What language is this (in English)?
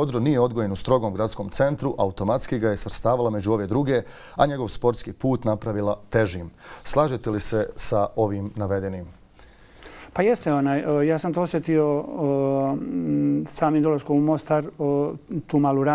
Bosnian